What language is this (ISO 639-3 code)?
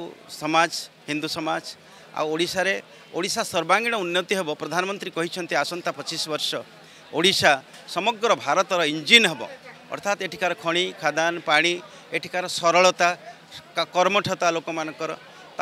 ori